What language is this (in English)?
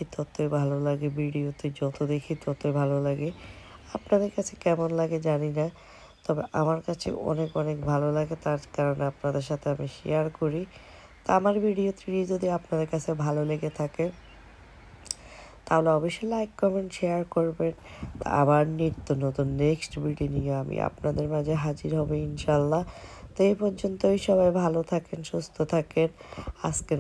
Bangla